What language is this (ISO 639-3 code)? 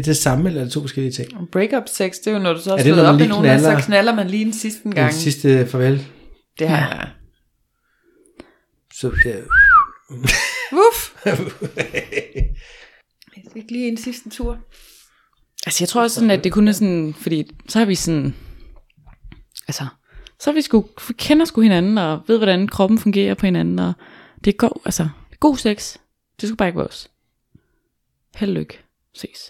dan